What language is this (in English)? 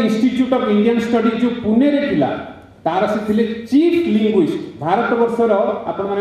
Odia